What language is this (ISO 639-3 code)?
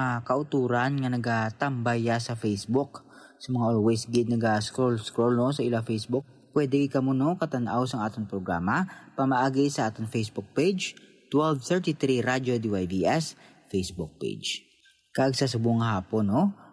hil